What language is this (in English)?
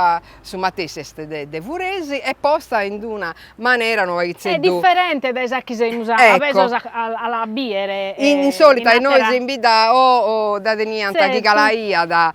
Sardinian